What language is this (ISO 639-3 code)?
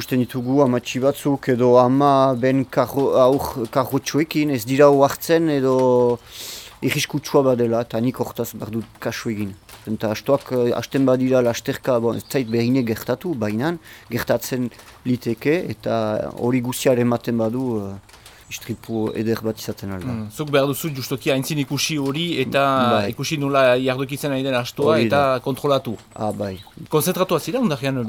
eus